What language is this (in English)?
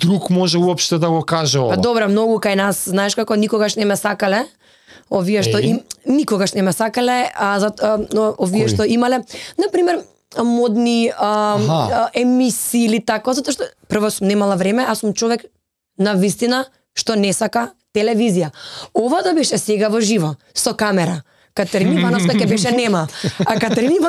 Macedonian